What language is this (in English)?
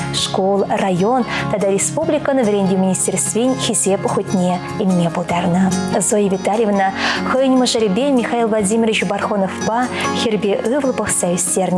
Chuvash